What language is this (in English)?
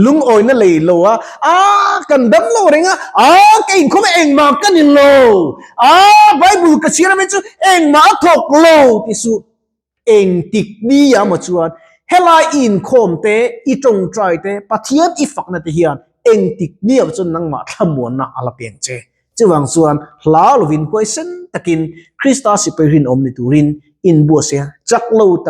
Mizo